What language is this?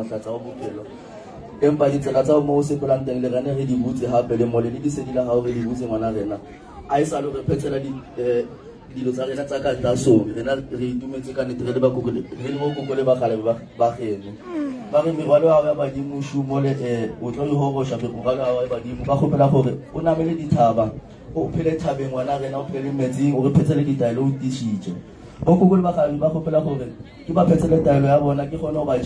Northern Sotho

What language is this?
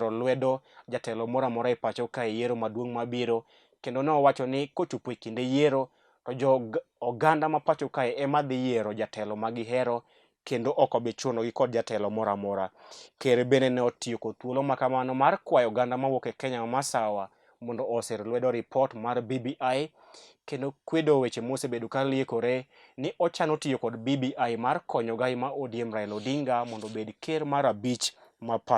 Luo (Kenya and Tanzania)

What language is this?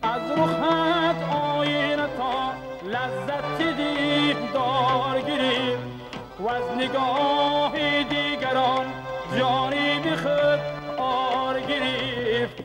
Tajik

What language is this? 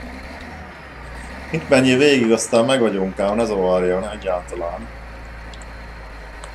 Hungarian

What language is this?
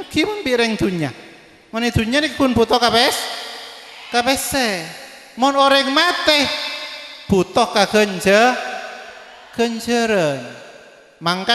Madurese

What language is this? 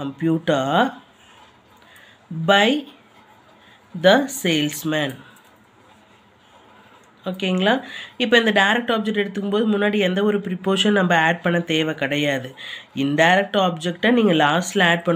Tamil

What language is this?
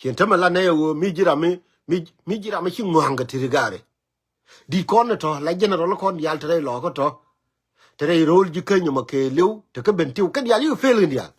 Nuer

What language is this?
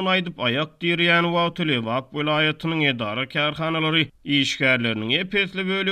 Turkmen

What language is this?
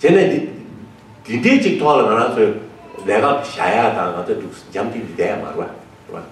Tibetan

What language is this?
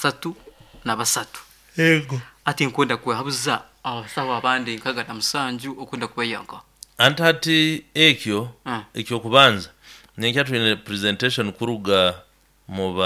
Nyoro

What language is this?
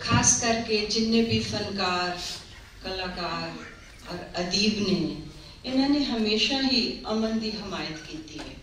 Western Panjabi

